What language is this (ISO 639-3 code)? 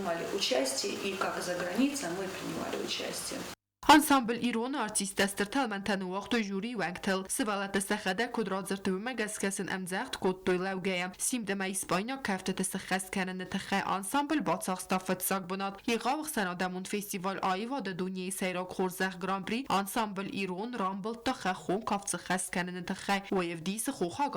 oss